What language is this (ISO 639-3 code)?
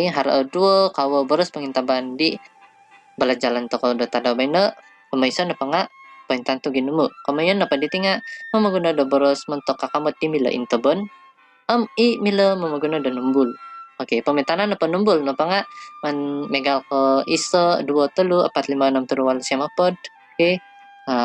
dtp